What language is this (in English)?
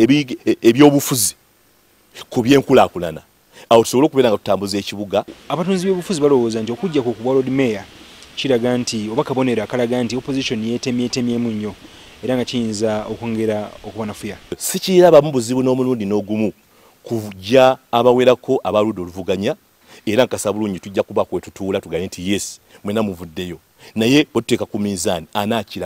Ganda